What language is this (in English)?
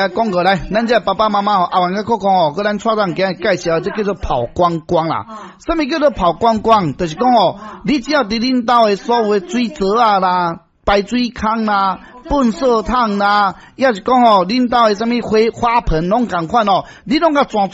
Min Nan Chinese